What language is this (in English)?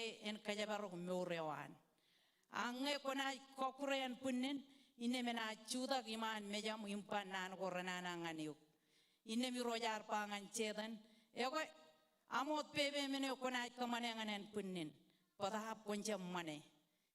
Marshallese